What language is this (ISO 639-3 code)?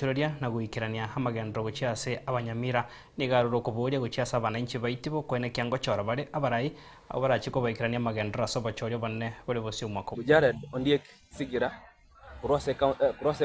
guz